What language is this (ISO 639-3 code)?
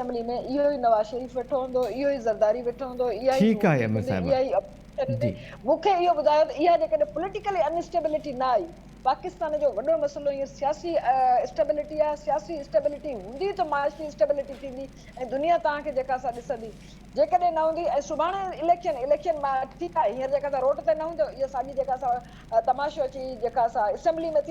snd